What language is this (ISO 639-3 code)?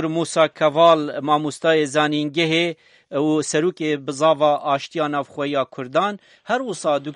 kur